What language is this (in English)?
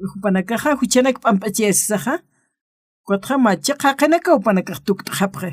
Aymara